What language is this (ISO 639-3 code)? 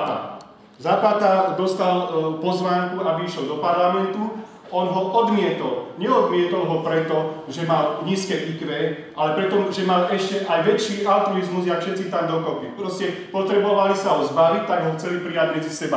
slk